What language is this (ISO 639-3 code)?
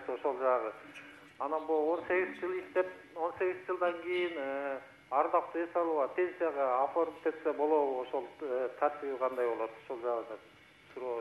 kir